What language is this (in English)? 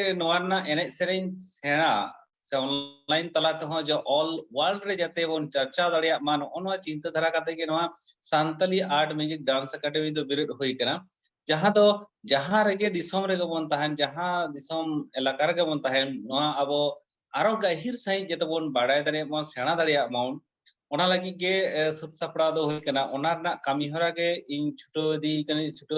Santali